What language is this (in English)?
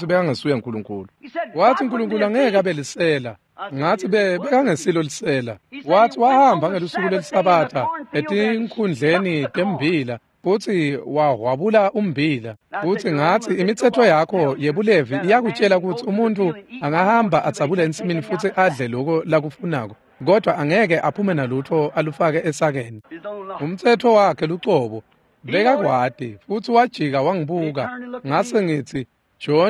Swati